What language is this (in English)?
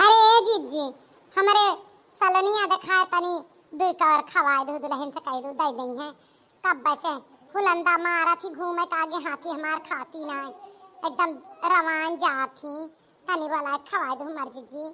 Awadhi